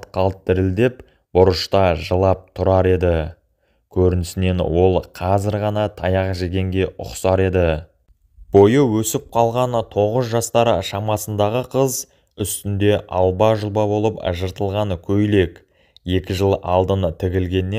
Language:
Kazakh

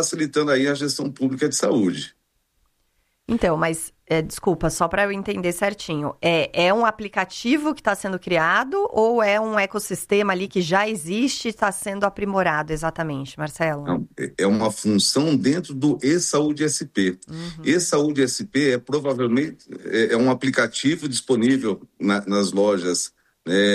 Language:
Portuguese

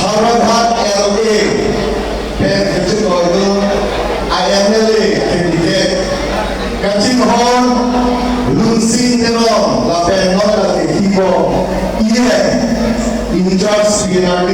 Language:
Karbi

